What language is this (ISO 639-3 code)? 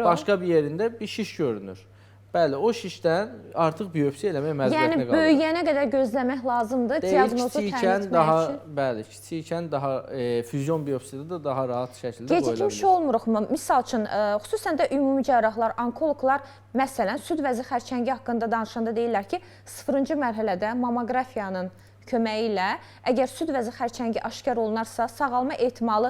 aze